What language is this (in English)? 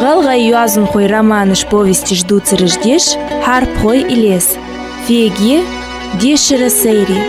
Ingush